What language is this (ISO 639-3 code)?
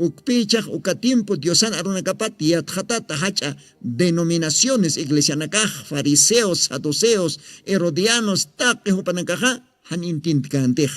aym